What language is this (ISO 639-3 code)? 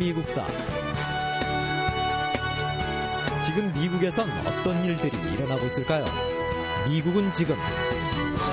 kor